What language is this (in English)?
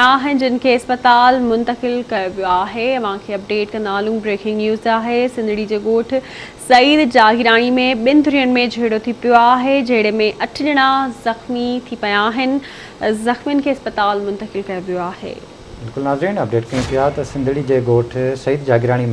Sindhi